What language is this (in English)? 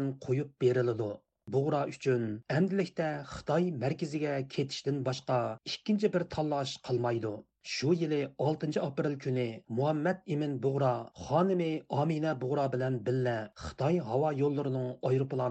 Uyghur